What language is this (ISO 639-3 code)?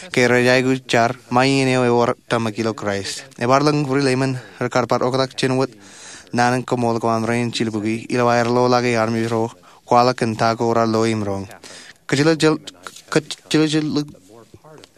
mah